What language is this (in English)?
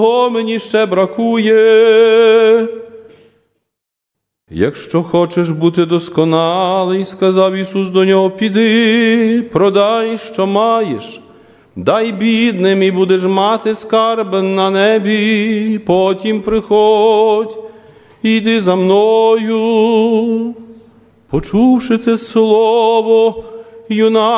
Ukrainian